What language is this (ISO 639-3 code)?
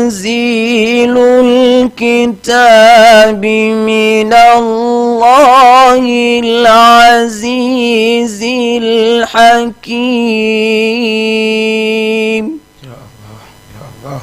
ful